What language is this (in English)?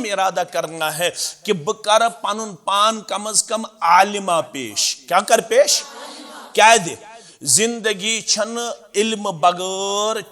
Kashmiri